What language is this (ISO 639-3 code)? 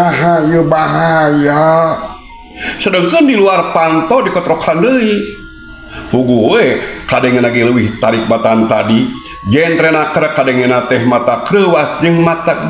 sun